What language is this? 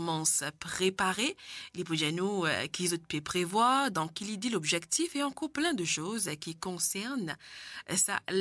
Morisyen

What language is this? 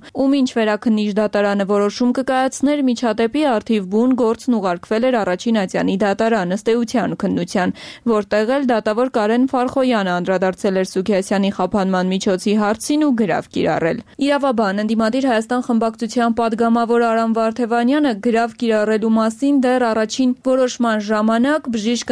Armenian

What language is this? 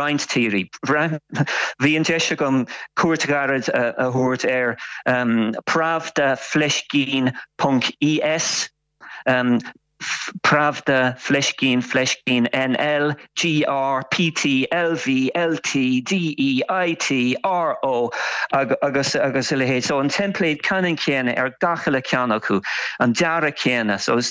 Irish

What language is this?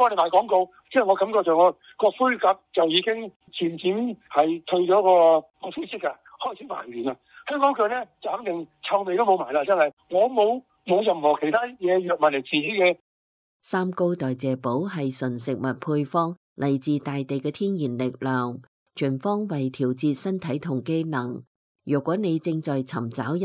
Cantonese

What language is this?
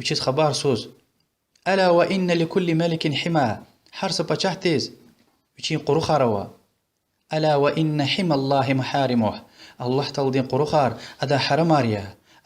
Lezghian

